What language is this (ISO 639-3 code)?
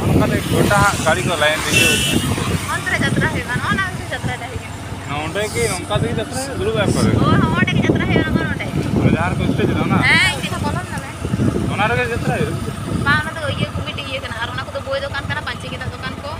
sat